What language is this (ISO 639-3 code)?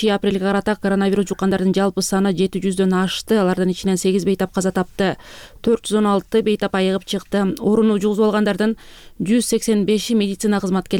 kir